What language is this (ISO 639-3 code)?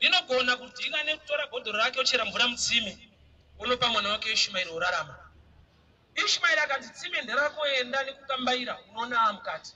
sna